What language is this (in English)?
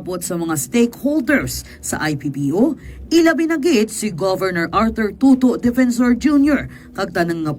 Hiligaynon